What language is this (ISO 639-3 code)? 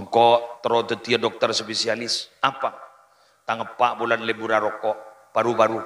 mad